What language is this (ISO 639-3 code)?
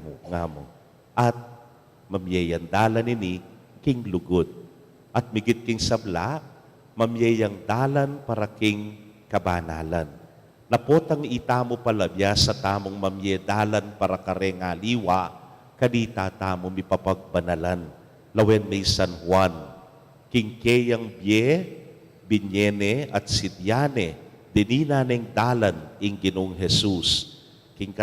pam